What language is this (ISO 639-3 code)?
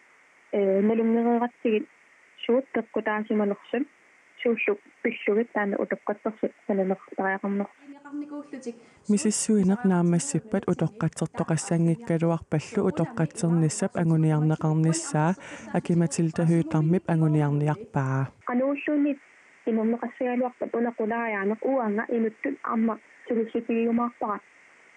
kal